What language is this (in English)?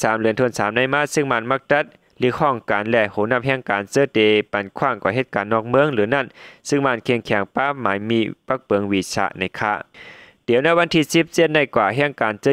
Shan